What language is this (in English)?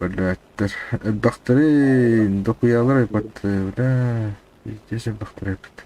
Yakut